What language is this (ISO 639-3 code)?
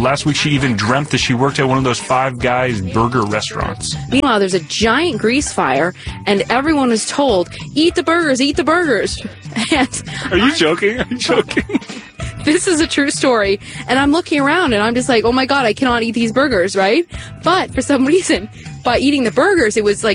eng